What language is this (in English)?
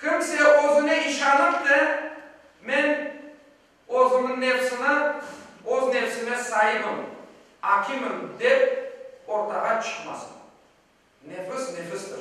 Crimean Tatar